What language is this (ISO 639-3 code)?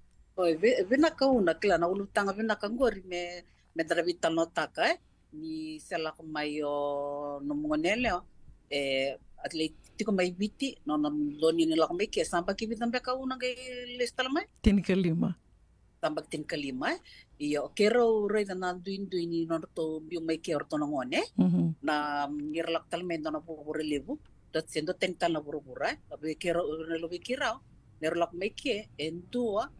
fij